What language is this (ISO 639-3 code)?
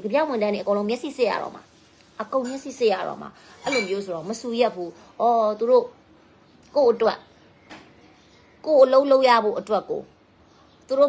mya